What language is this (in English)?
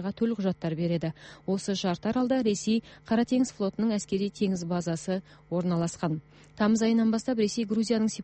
Kazakh